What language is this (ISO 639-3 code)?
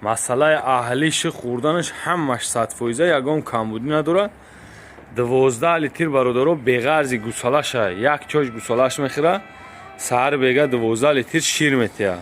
tgk